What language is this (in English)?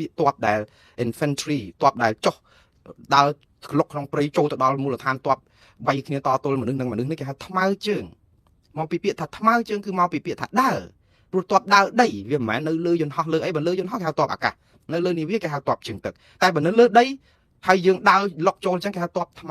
Khmer